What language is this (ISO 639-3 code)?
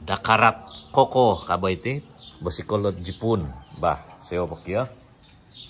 dtp